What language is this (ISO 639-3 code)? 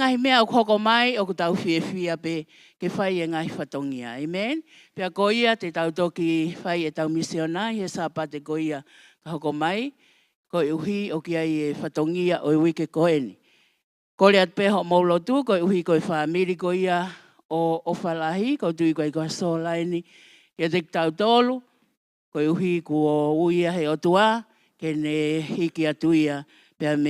ton